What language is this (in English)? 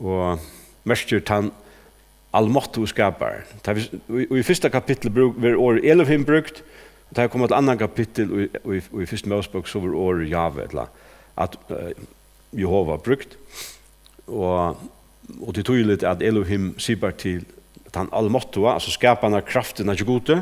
Faroese